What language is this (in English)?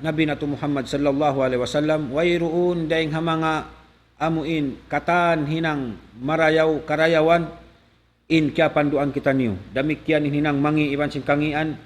Tausug